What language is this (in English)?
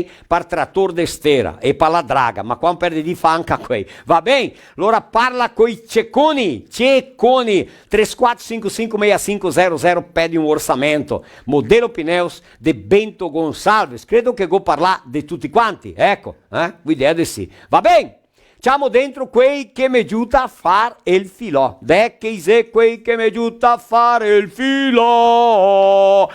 Venetian